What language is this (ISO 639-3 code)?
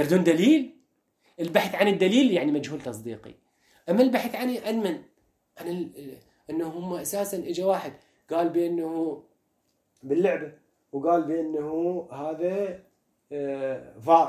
acm